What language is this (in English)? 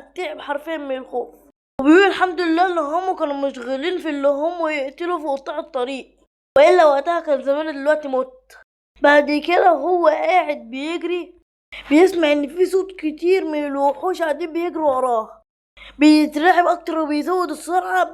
Egyptian Arabic